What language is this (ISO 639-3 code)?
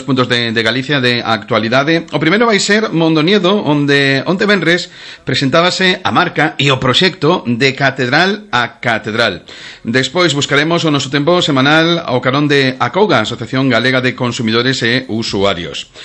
glg